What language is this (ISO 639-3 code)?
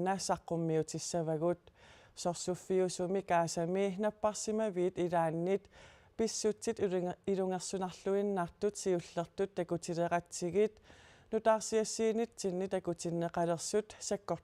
kal